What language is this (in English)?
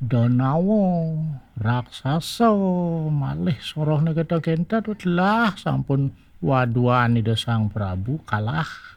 Balinese